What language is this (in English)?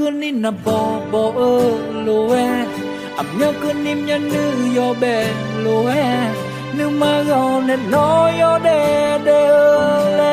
Akha